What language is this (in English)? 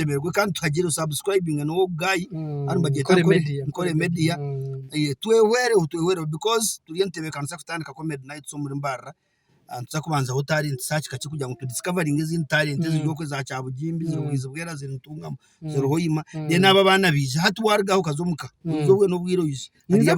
Nyankole